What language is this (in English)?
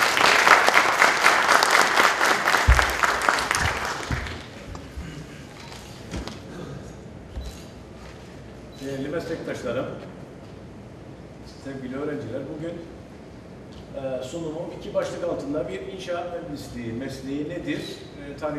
Turkish